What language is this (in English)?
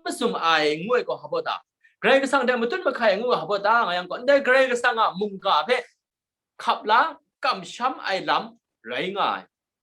Kachin